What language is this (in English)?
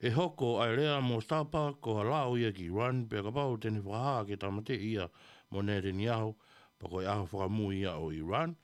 Tongan